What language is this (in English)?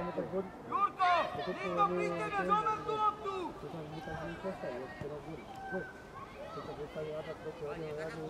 Slovak